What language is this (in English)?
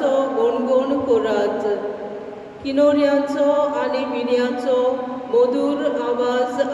Konkani